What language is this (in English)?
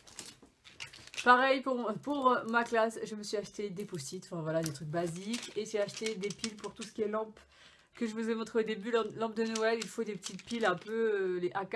French